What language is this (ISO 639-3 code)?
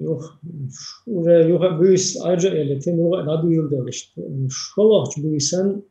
che